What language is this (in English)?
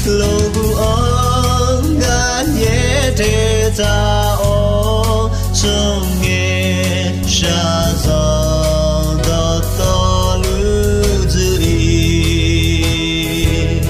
Akha